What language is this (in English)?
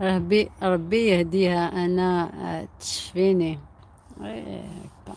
Algerian Arabic